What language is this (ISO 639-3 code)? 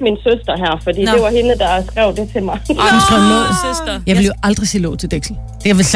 dan